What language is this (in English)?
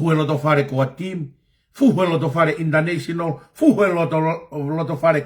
Tongan